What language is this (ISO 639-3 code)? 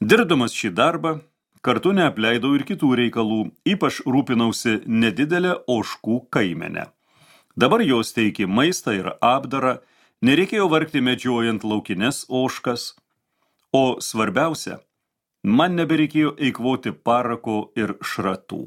lit